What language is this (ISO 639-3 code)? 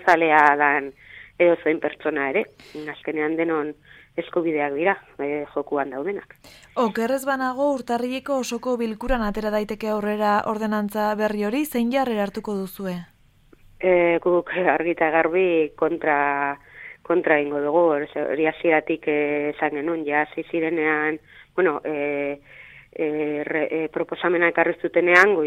eus